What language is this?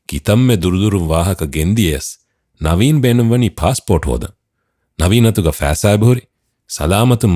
Divehi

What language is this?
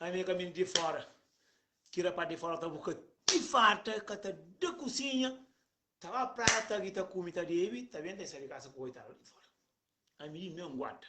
Kabuverdianu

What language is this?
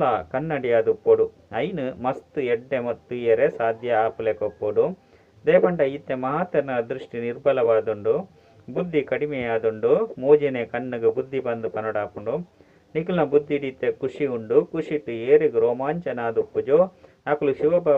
Tulu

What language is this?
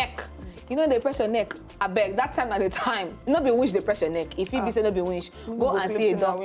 Nigerian Pidgin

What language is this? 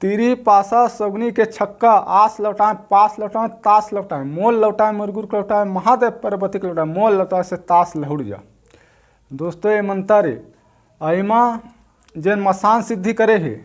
Chhattisgarhi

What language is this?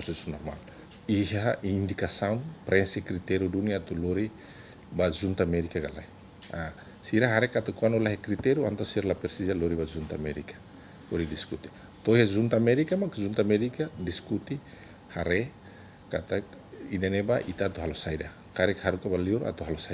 Tetum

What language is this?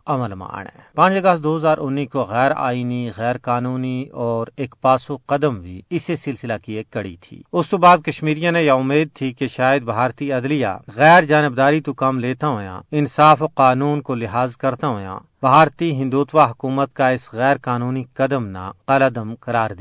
Gujari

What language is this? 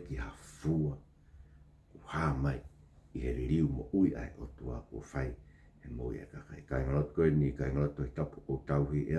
Tongan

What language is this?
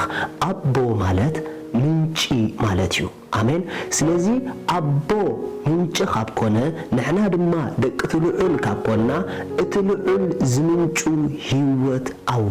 Tigrinya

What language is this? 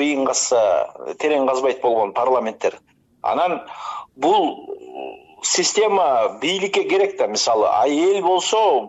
Kyrgyz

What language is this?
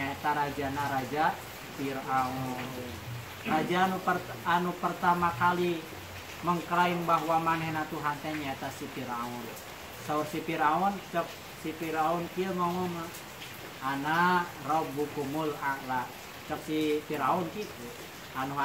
Sundanese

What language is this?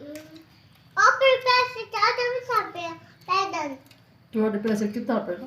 Saraiki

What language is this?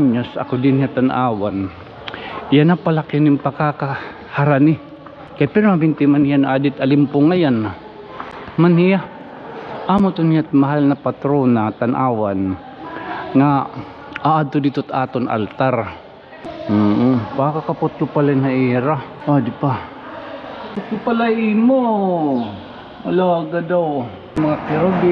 Waray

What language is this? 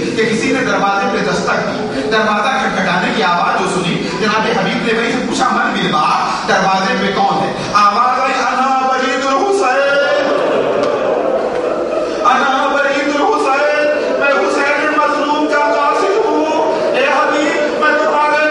Urdu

